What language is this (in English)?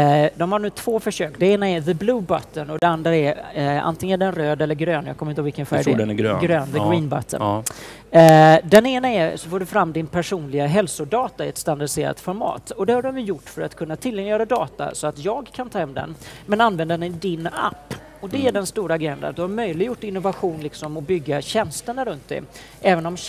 Swedish